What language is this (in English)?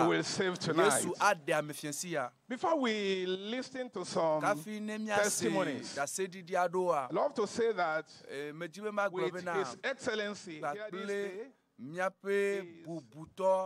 Ewe